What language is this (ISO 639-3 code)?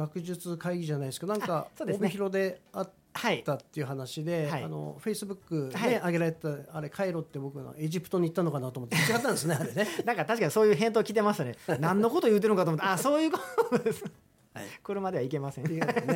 jpn